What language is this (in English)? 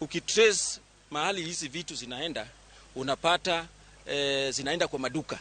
Luo (Kenya and Tanzania)